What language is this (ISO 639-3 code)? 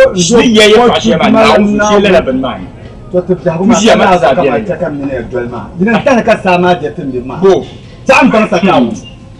dag